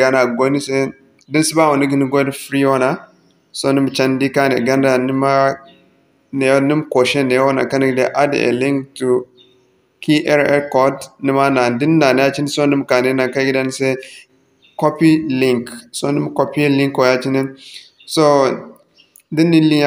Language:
Zarma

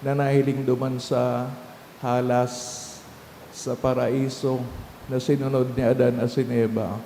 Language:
Bikol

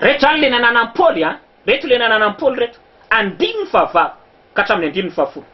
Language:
Malagasy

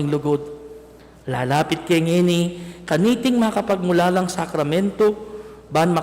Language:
Pampanga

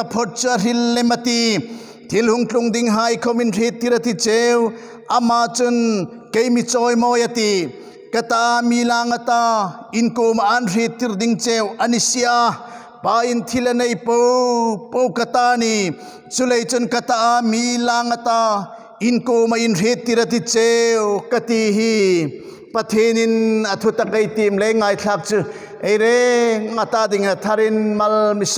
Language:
Hmar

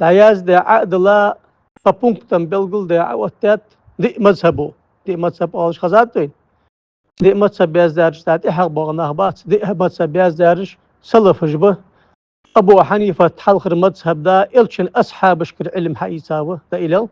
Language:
Ingush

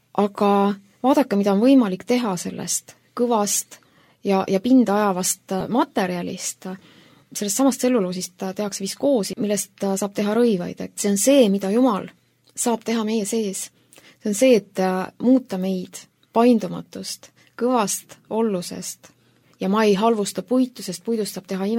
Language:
Estonian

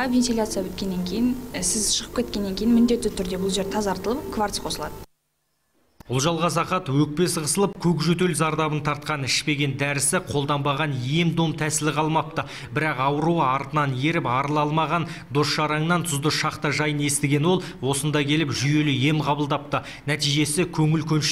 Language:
Kazakh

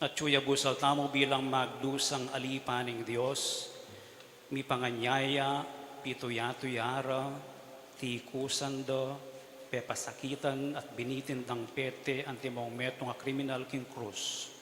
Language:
Pampanga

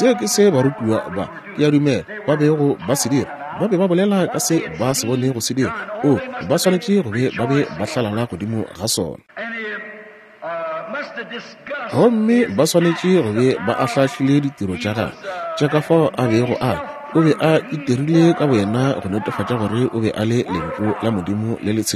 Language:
Northern Sotho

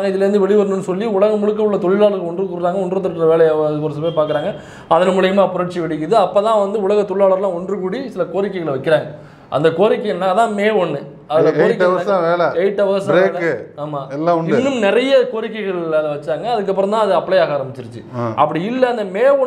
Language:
Tamil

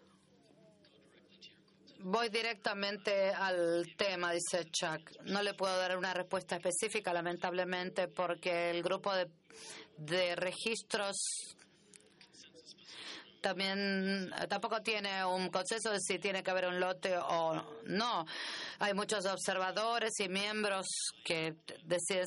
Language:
Spanish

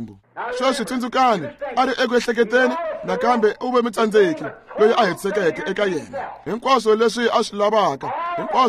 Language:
Tsonga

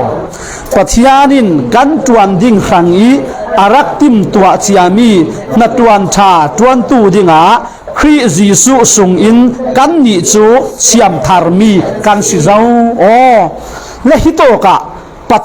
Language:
Falam Chin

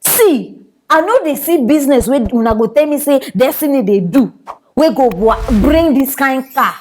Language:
Nigerian Pidgin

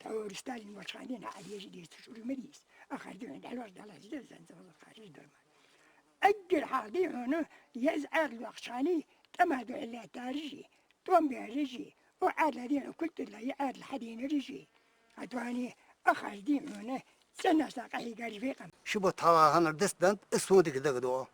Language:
Ingush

